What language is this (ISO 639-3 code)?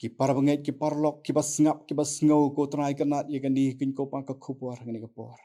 kha